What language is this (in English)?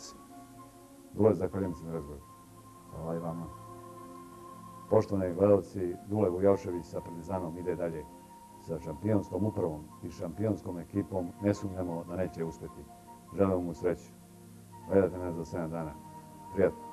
Serbian